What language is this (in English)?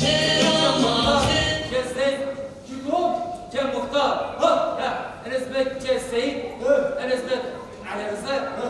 Zaza